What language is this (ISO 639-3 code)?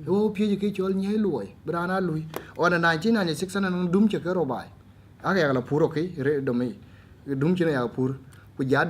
din